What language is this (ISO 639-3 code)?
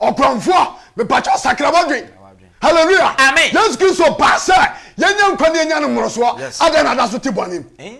aka